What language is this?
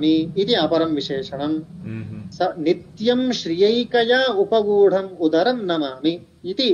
Sanskrit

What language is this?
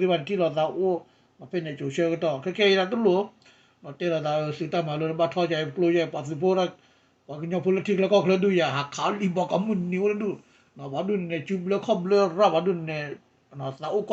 S'gaw Karen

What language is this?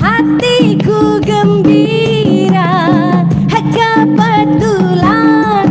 Banjar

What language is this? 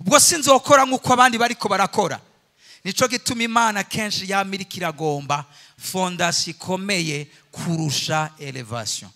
Rundi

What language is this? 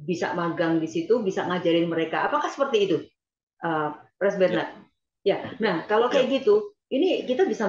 Indonesian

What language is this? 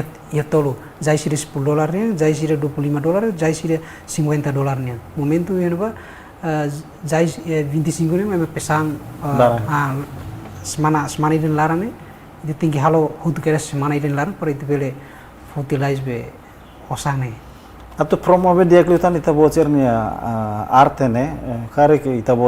Tetum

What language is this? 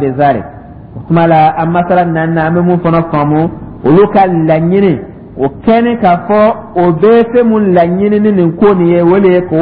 Dyula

